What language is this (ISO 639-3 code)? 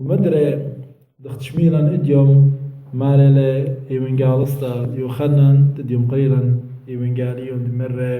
aii